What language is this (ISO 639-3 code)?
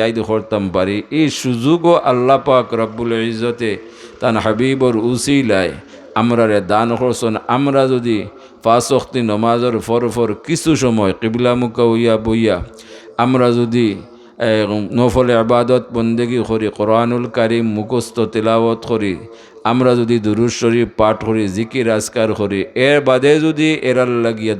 syl